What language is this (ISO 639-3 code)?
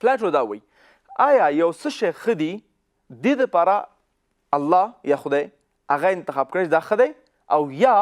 pus